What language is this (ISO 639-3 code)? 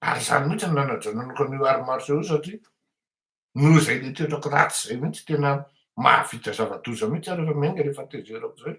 mlg